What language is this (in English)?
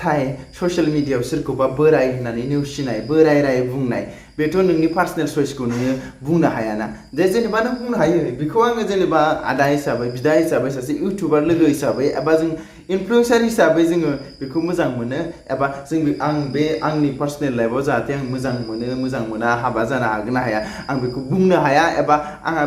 Bodo